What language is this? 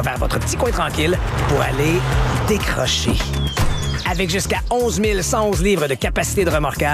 French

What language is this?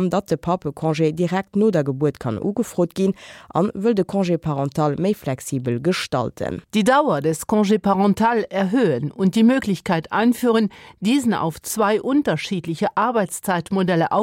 Luxembourgish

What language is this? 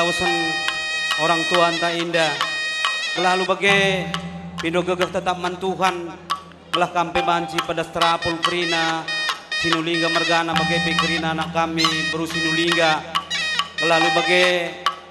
Batak Karo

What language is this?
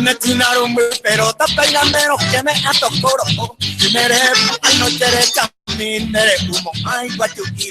Guarani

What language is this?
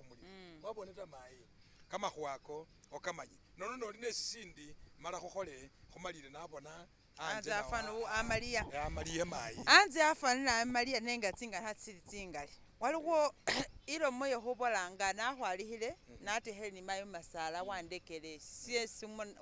Masaaba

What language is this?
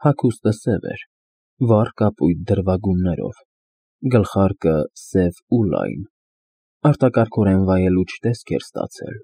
Armenian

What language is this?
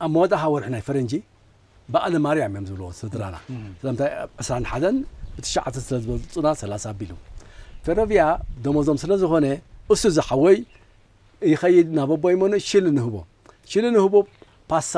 Tigrinya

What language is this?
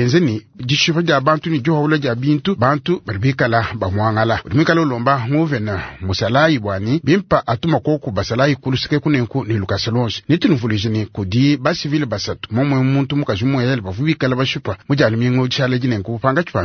Luba-Lulua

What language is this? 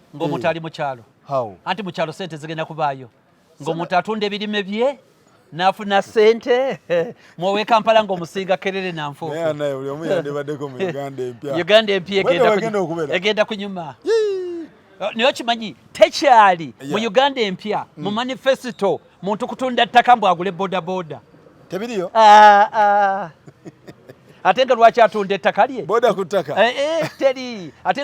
Ganda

